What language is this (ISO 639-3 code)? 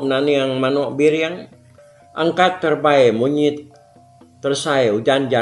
iba